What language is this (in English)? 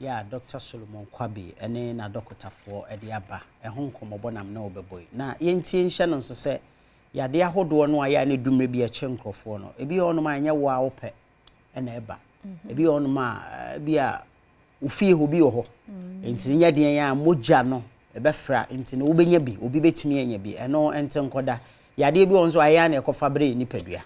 Akan